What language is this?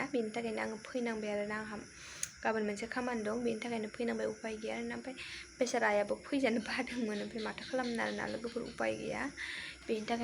Bodo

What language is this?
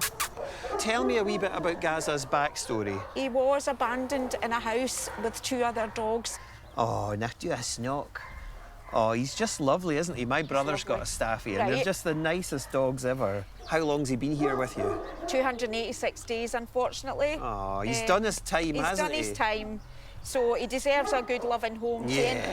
Scottish Gaelic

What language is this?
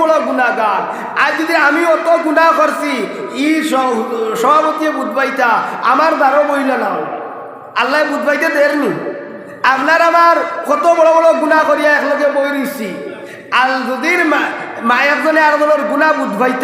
Sylheti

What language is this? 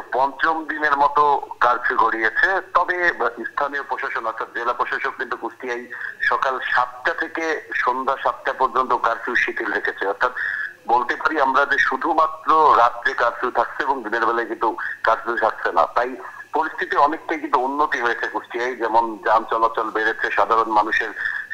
Bangla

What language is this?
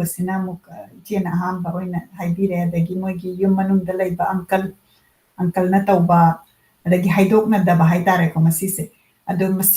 Manipuri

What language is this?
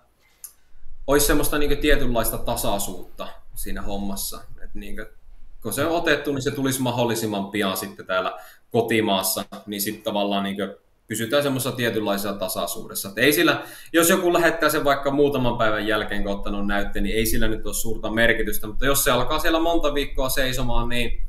Finnish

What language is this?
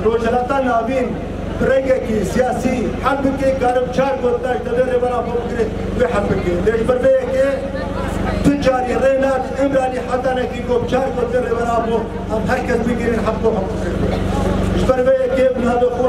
Kurdish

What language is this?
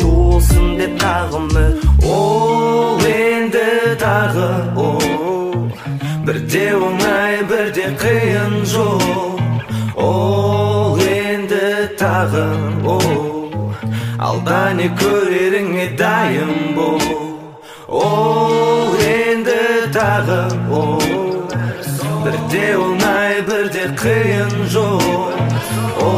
Kazakh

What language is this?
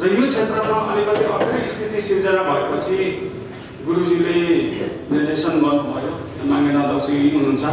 Nepali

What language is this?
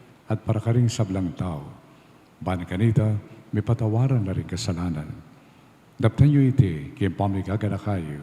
Pampanga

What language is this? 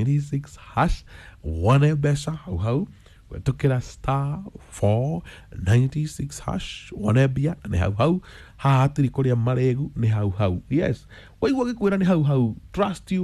Kikuyu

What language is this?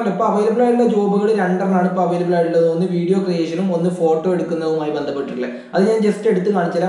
Malayalam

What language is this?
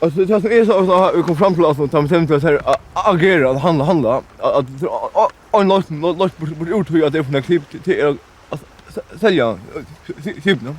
Faroese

